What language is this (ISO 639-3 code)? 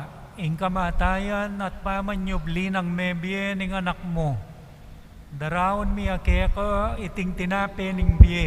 pam